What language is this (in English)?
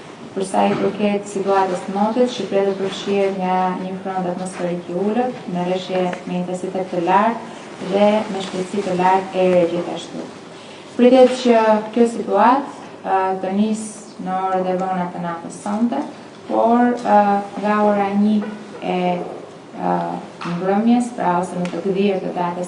Albanian